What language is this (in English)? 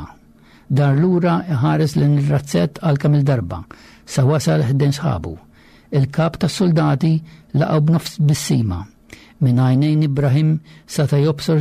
Maltese